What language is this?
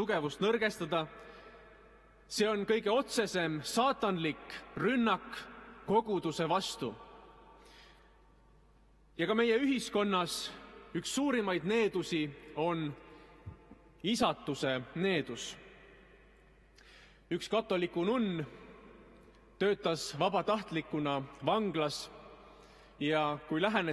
Estonian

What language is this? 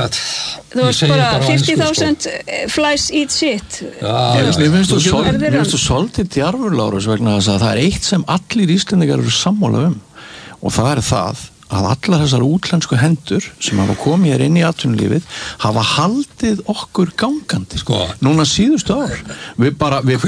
Icelandic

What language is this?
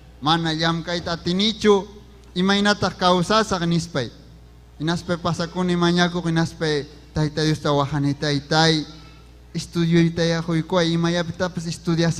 Ayacucho Quechua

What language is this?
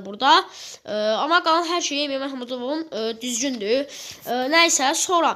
Azerbaijani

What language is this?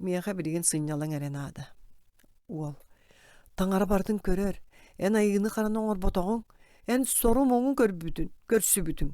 Yakut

